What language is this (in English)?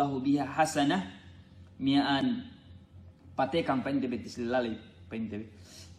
Yakan